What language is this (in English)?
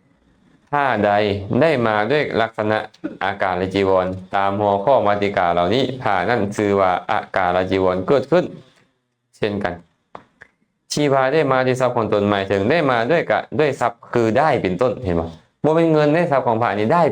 Lao